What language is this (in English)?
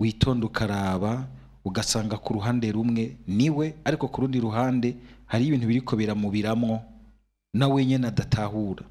Rundi